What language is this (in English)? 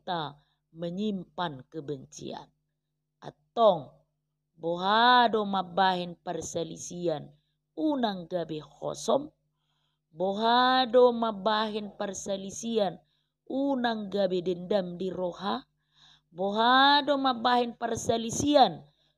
Batak Toba